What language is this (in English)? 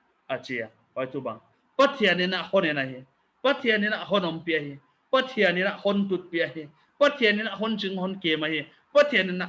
Paite Chin